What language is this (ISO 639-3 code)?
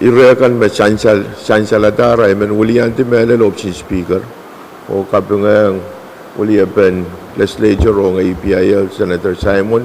pon